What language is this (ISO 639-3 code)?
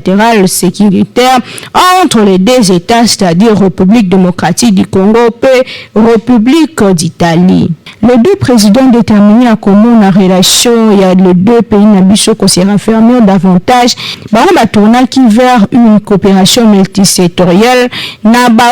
lin